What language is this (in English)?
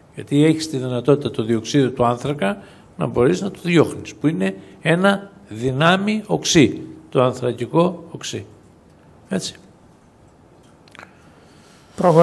Greek